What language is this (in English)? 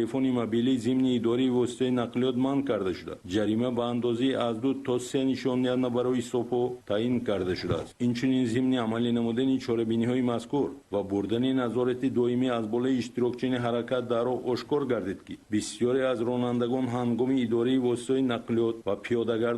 Tajik